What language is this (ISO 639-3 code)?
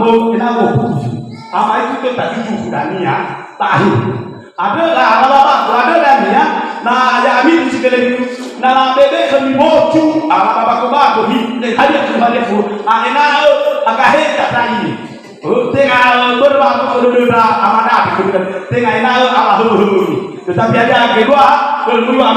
nia